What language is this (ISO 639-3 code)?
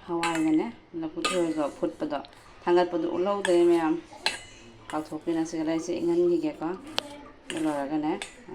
mni